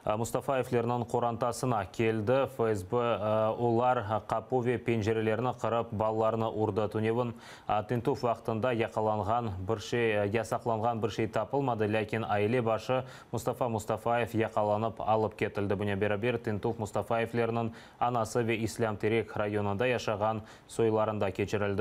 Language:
Crimean Tatar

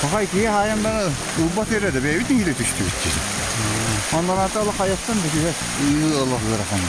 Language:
Yakut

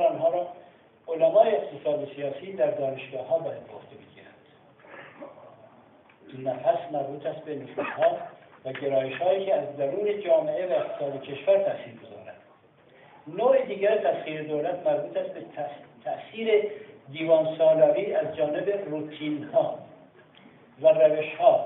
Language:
Persian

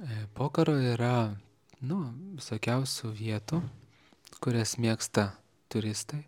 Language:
Lithuanian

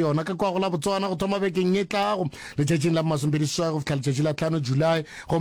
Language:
Northern Sotho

